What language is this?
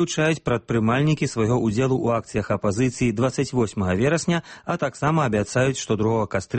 Belarusian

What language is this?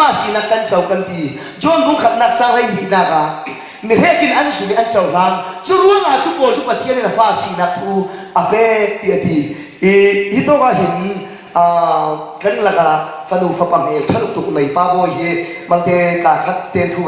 Falam Chin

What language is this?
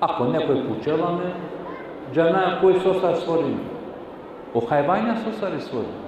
Balkan Romani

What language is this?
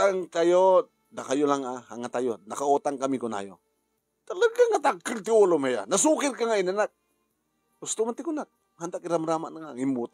Iloko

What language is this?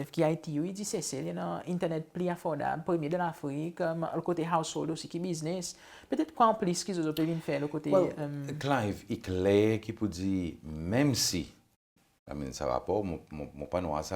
Seselwa Creole French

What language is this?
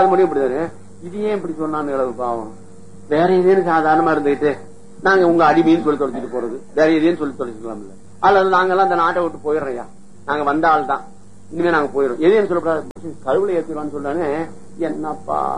Tamil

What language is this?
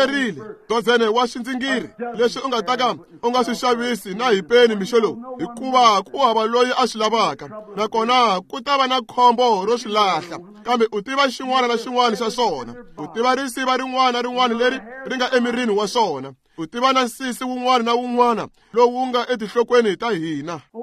Tsonga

